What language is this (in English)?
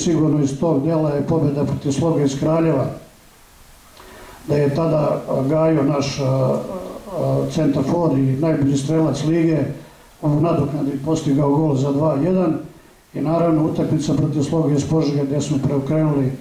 Serbian